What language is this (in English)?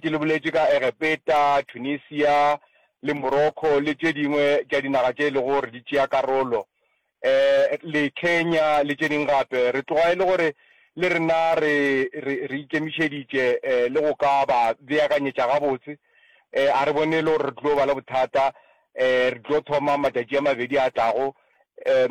Northern Sotho